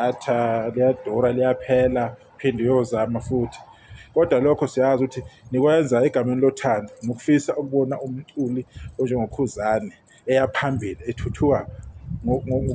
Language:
Zulu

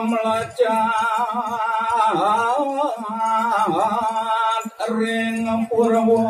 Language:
Balinese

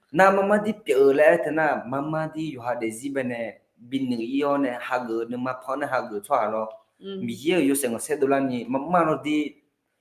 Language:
Akha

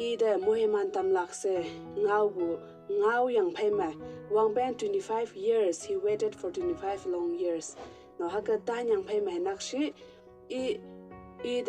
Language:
Konyak Naga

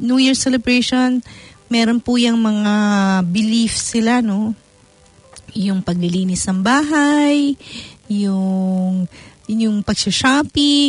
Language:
Filipino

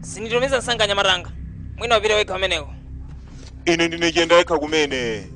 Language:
Nyanja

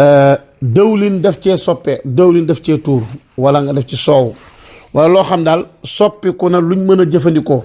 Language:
Wolof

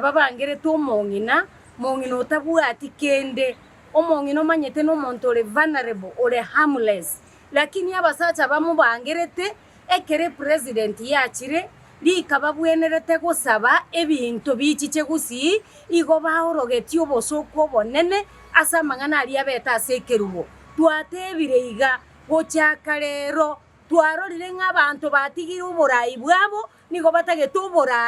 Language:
Gusii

